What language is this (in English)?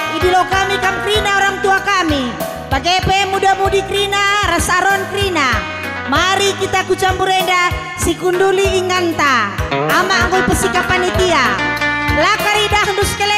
Batak Karo